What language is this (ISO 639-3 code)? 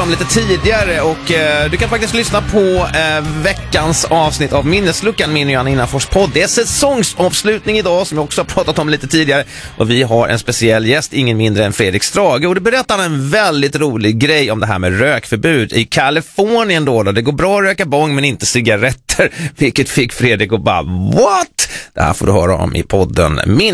swe